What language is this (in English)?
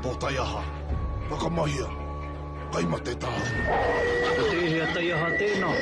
Māori